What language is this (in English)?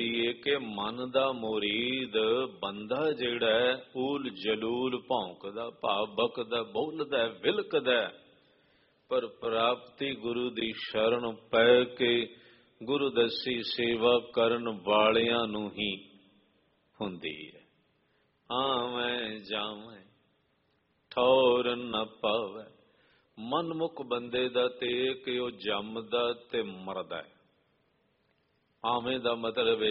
Punjabi